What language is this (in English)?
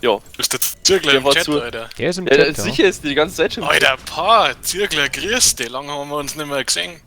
Bavarian